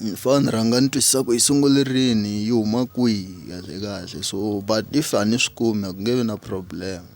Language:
Tsonga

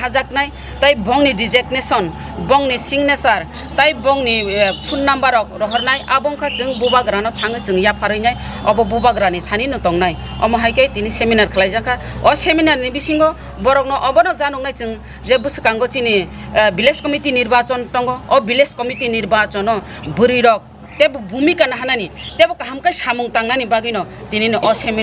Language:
Kok Borok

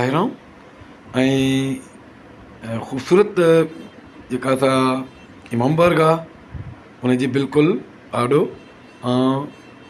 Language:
Sindhi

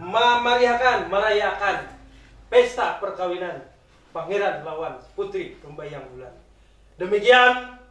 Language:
Banjar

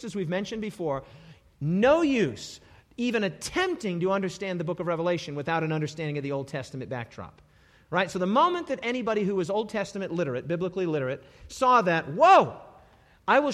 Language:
English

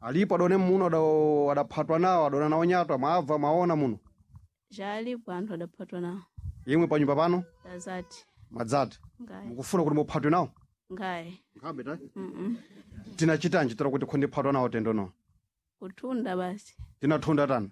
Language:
Sena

